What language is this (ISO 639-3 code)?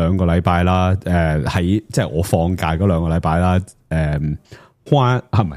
yue